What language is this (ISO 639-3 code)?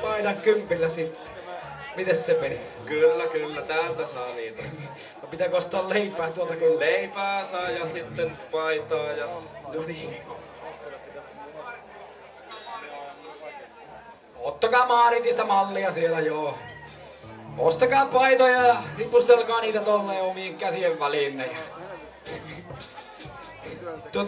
fin